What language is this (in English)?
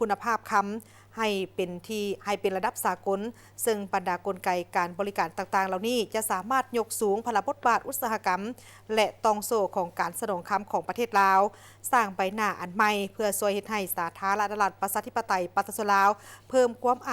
Lao